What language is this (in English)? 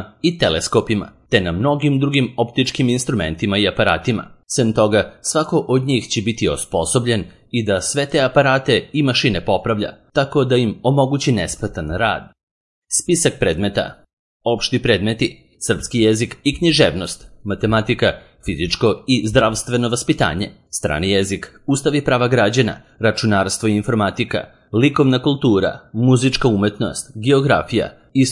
Serbian